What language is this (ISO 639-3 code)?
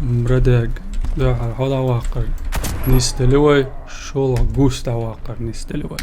che